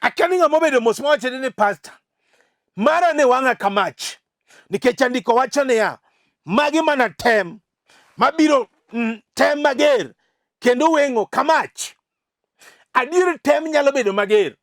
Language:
Luo (Kenya and Tanzania)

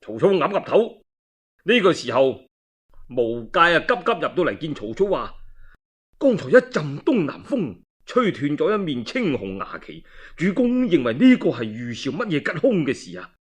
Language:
Cantonese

